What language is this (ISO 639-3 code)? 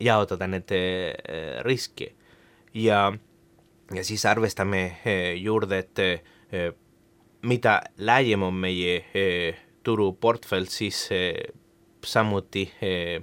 est